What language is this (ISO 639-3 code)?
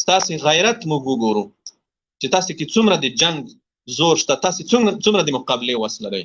pus